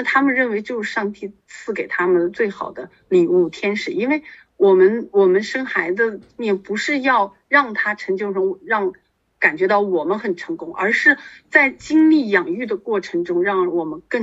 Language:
Chinese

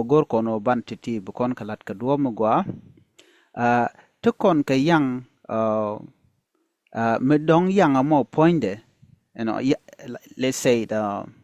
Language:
Nuer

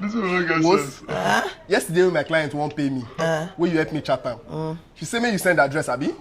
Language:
Nigerian Pidgin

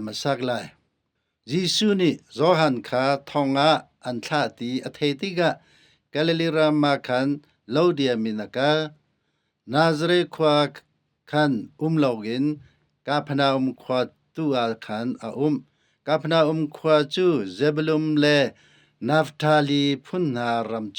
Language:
Hakha Chin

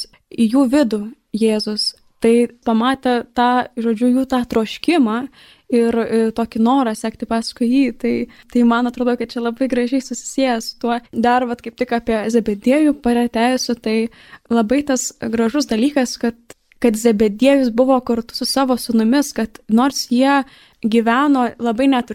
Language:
Lithuanian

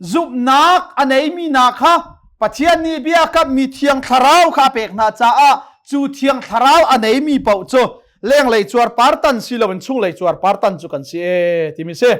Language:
Hakha Chin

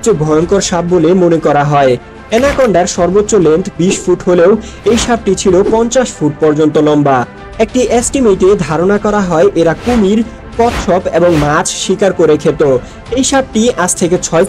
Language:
Bangla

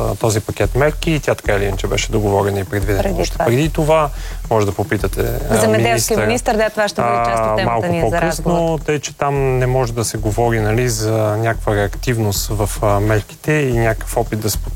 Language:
Bulgarian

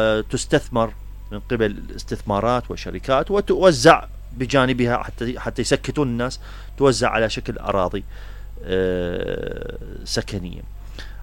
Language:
Mesopotamian Arabic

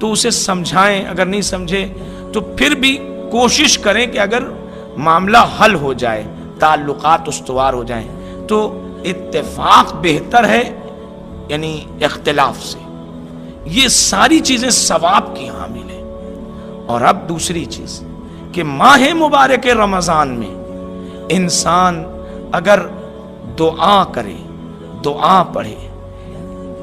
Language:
Urdu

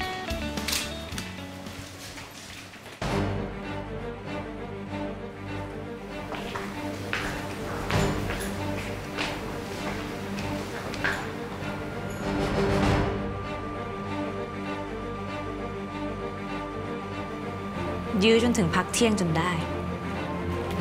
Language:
Thai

